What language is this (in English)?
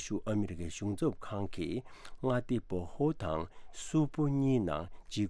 Tibetan